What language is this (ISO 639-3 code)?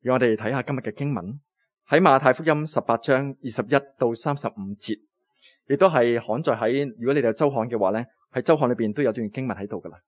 yue